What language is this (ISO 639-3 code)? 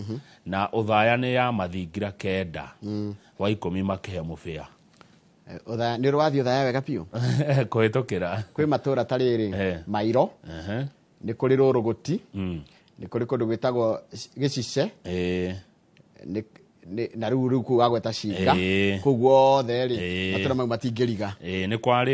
kik